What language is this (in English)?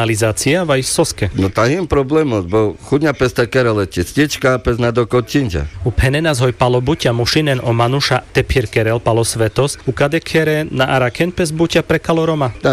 Carpathian Romani